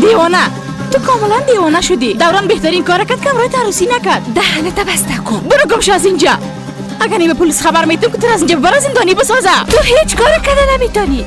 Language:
Persian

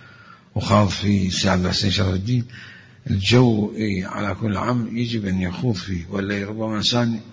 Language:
Mesopotamian Arabic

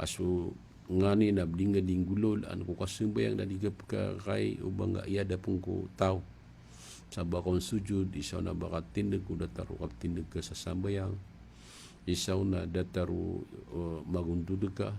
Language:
Maranao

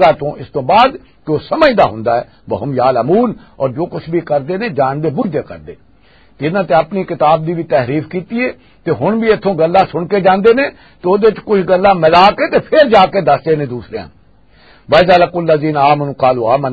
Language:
Western Panjabi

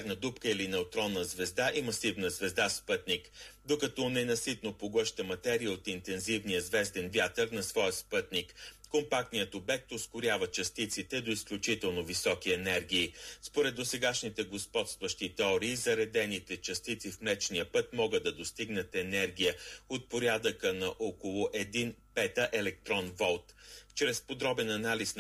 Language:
Bulgarian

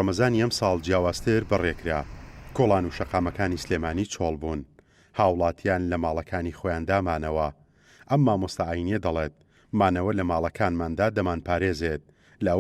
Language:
Central Kurdish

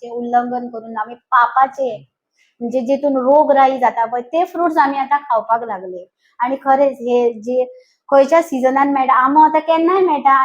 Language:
Konkani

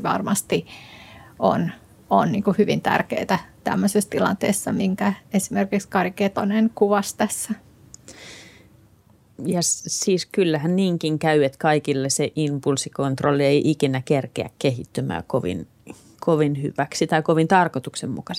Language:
Finnish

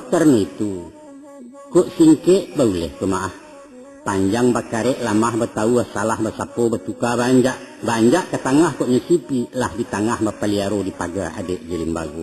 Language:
Minangkabau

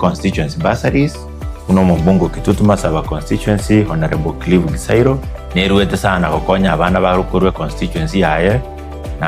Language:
Gusii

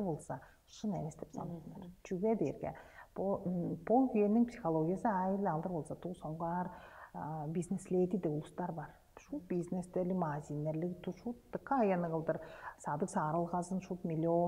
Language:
Tuvinian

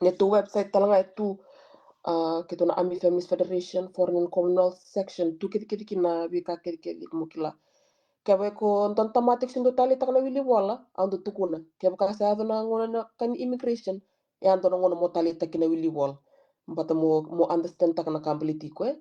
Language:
Fijian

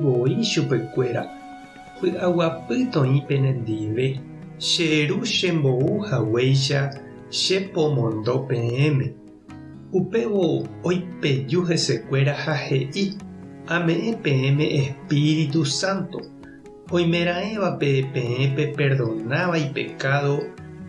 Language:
Guarani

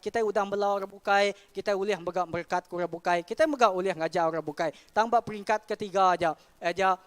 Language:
Iban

